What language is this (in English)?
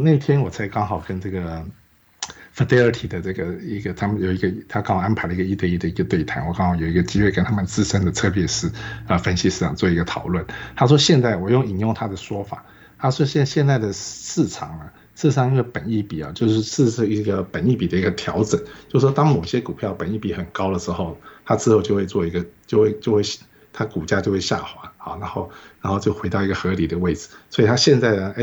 Chinese